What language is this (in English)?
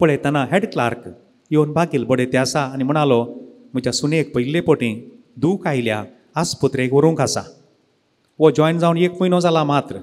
Konkani